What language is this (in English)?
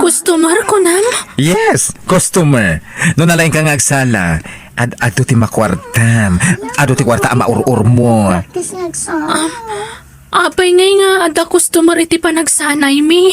Iloko